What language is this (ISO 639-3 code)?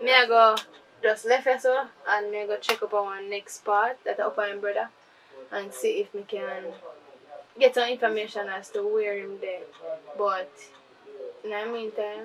jam